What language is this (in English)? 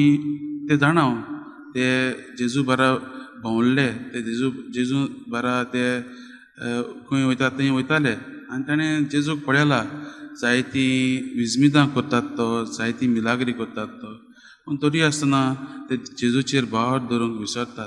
Konkani